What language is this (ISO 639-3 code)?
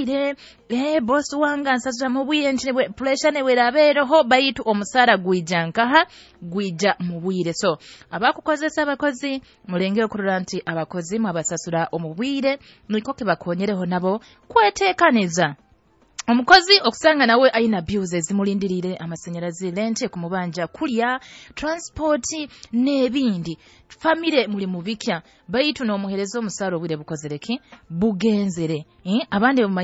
nyn